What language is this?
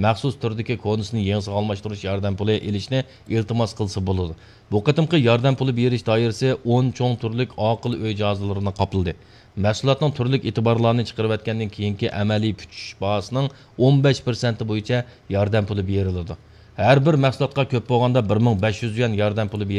Uyghur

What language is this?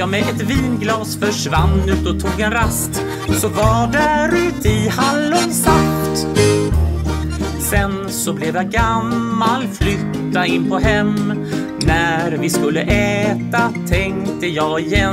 Swedish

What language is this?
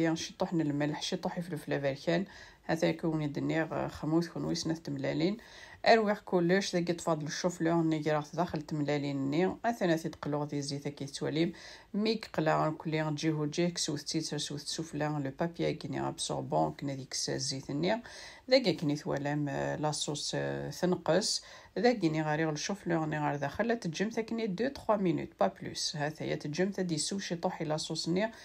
Kabyle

